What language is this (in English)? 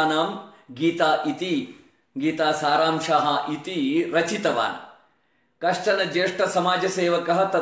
Sanskrit